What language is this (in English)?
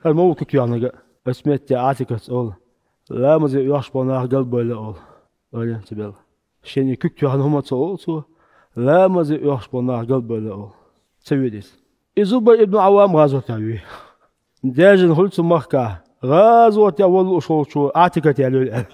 Chechen